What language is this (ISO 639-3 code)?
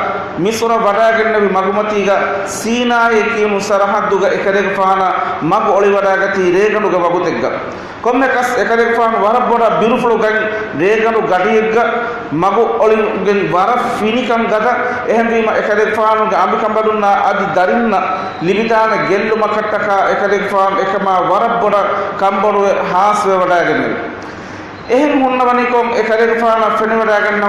div